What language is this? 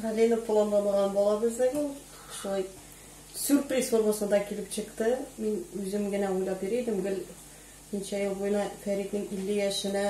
Tatar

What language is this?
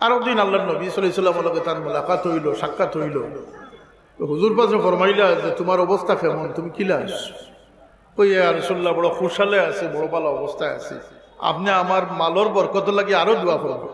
Sylheti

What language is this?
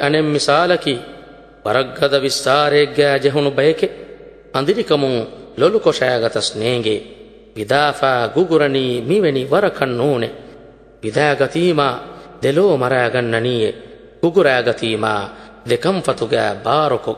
Divehi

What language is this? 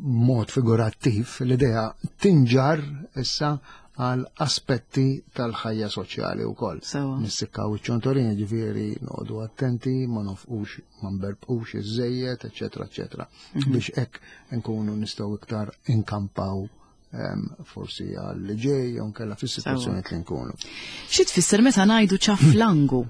Maltese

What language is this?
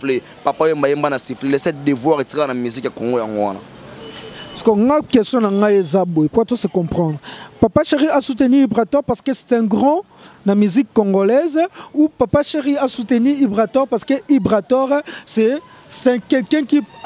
Lingala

